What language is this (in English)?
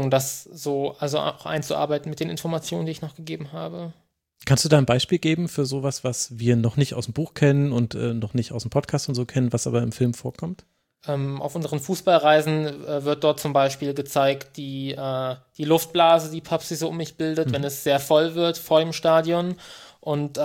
German